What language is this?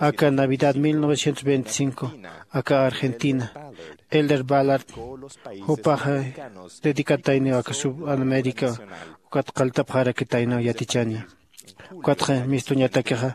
Aymara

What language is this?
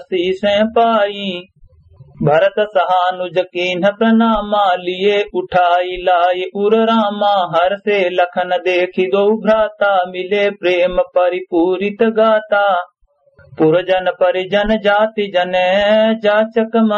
Awadhi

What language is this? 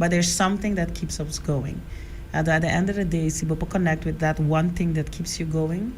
Papiamento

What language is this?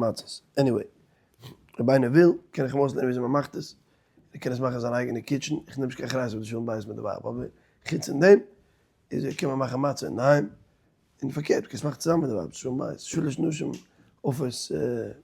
Yiddish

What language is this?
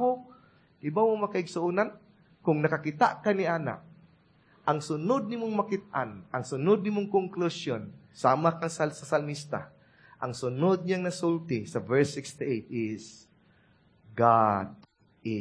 Cebuano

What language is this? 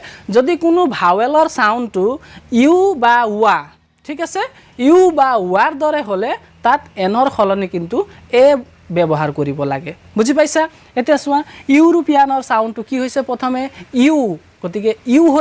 Assamese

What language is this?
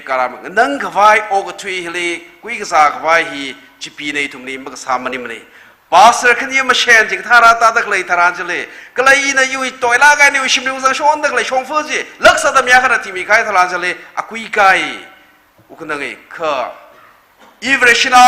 Tangkhul Naga (India)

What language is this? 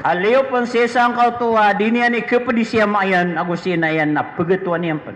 Maranao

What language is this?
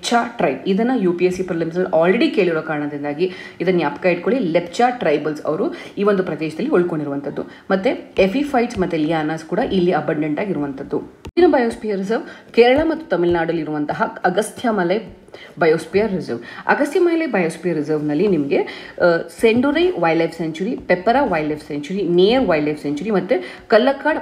Kannada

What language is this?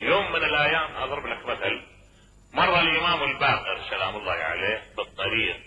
Mesopotamian Arabic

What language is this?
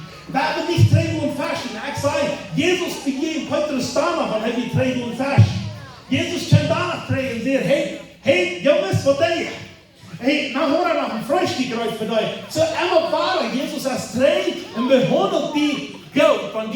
Plautdietsch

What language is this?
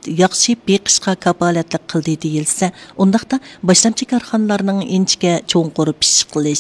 Uyghur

